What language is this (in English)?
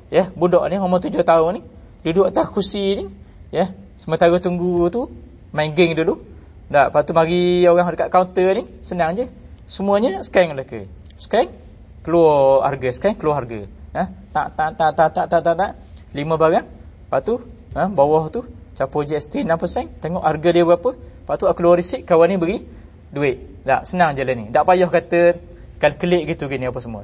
Malay